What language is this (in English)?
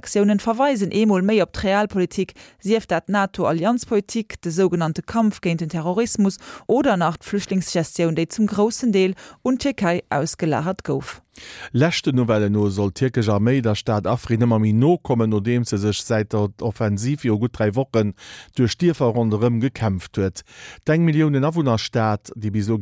Luxembourgish